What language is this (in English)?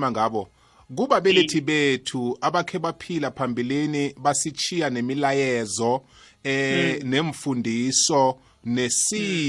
South Ndebele